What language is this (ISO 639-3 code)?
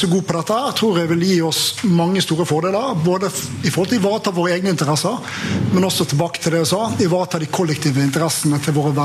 nor